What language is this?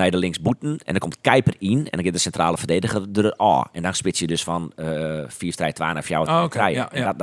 Western Frisian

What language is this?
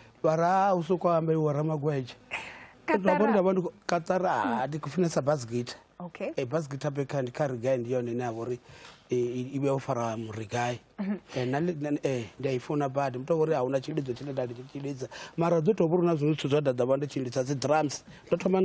Venda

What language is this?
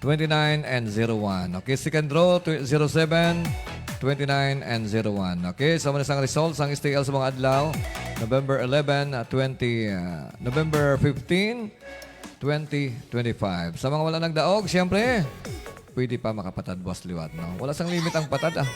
Hiligaynon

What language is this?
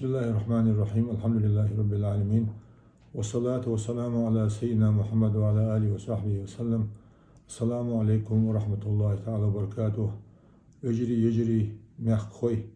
Ingush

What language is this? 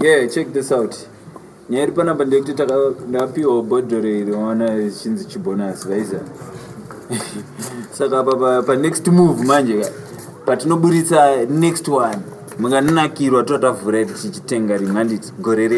Shona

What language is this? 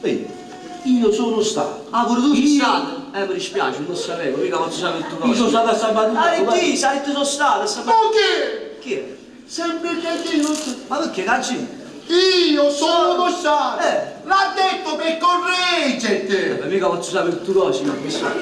Neapolitan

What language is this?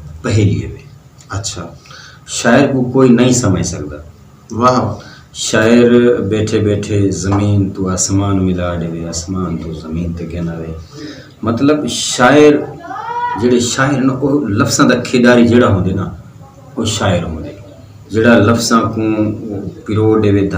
Western Panjabi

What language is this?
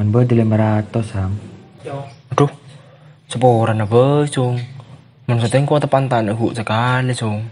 Madurese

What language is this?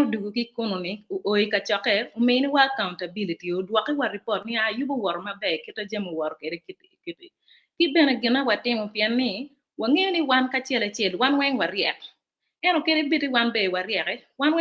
Acoli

